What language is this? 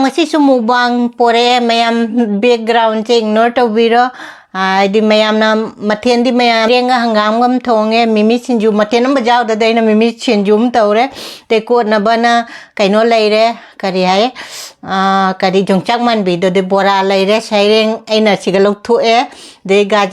Manipuri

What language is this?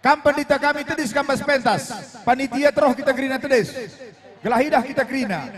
Batak Karo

